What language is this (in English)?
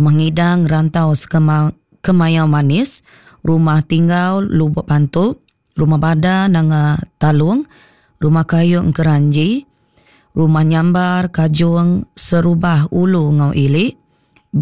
Iban